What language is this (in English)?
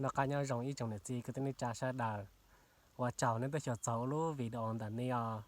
Hmong